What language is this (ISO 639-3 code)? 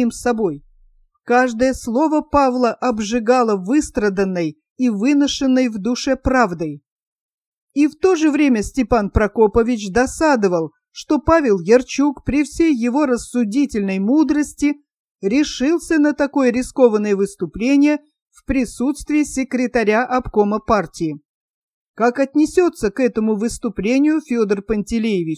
rus